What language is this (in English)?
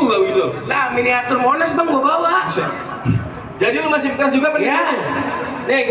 Betawi